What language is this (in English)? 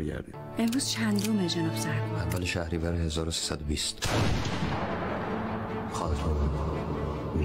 Persian